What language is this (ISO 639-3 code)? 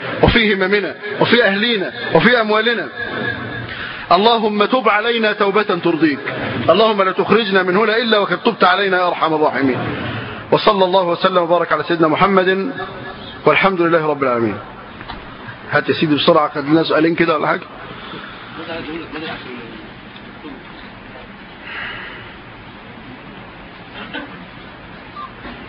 ara